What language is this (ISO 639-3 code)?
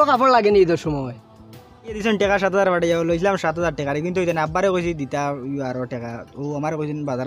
syl